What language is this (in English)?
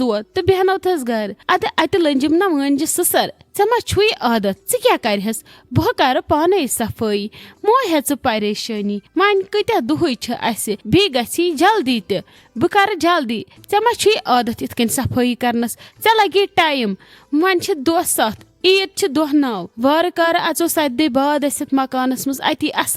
Kashmiri